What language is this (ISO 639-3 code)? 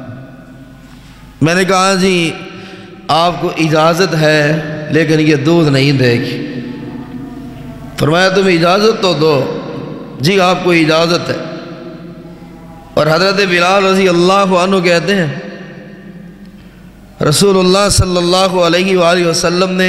urd